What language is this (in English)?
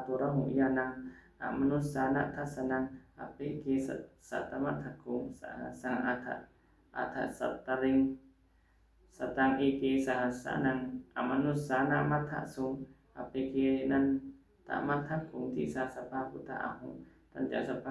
Pali